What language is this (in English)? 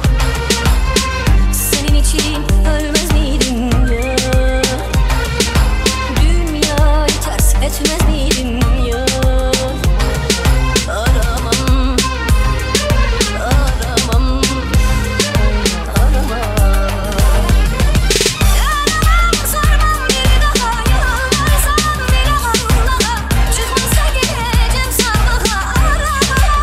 Turkish